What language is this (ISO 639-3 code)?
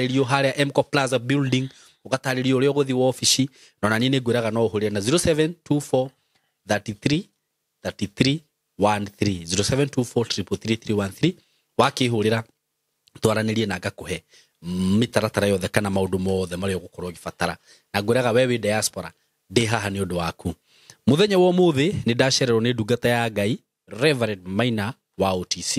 kik